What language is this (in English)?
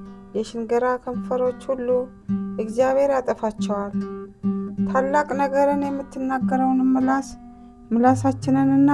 Amharic